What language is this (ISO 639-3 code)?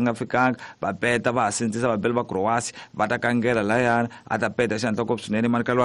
tso